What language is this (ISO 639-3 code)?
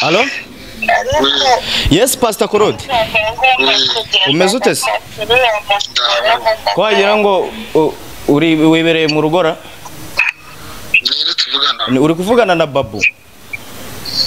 kin